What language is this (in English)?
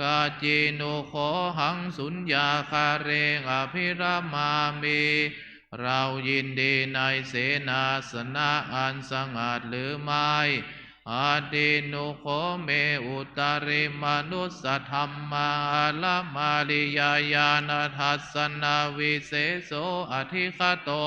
Pali